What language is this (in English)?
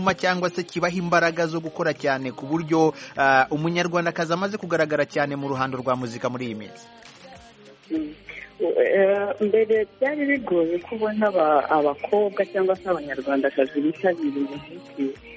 Kinyarwanda